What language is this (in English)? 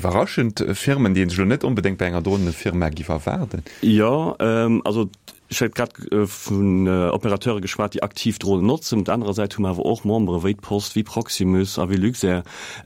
Luxembourgish